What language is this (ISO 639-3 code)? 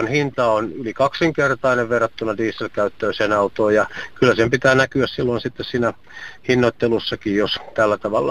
fin